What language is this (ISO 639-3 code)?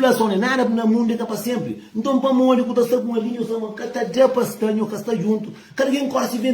kea